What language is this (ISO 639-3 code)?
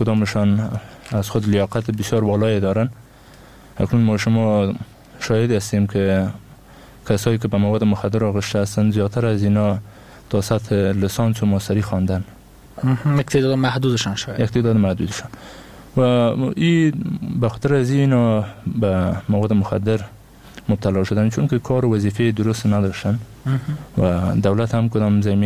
fas